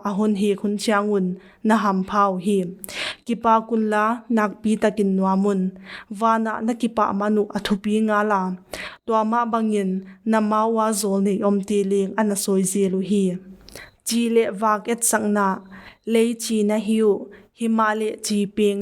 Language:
Paite Chin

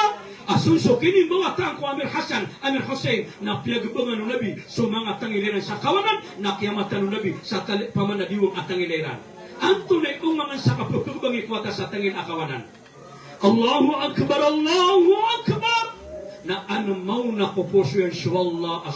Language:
Maranao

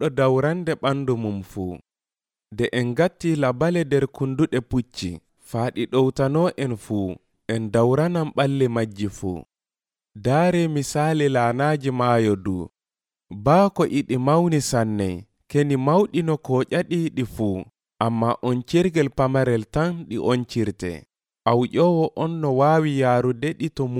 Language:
Nigerian Fulfulde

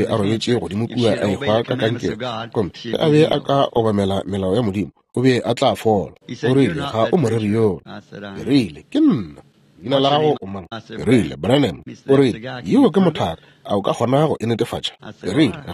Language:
Northern Sotho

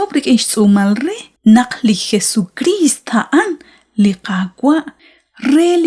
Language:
Kekchí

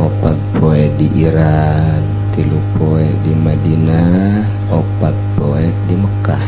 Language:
Sundanese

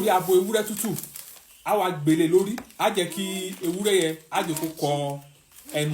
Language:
Yoruba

